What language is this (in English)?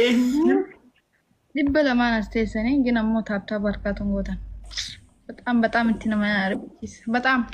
Oromo